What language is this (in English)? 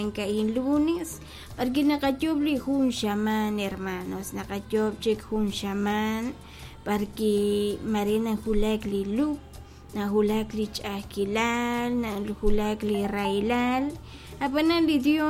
Kekchí